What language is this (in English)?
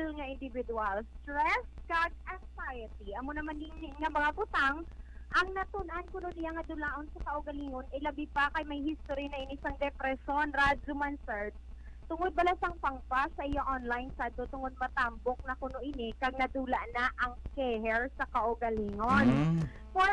Hiligaynon